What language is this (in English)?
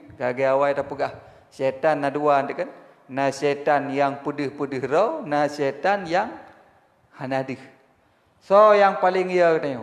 Achinese